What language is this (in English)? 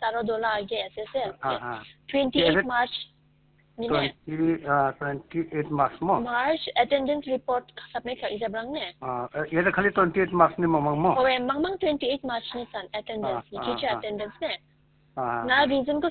Khasi